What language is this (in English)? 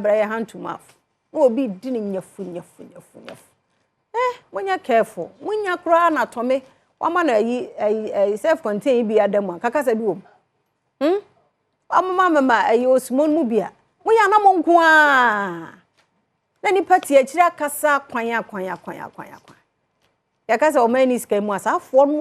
Akan